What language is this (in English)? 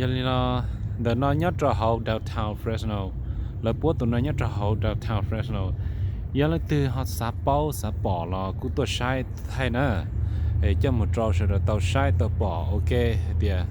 Hmong